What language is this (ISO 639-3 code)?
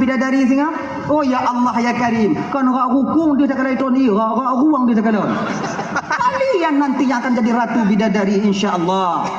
ace